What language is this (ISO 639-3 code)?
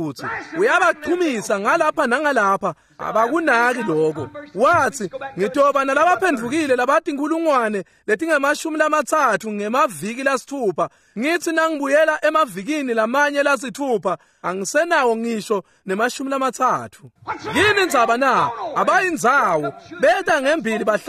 ssw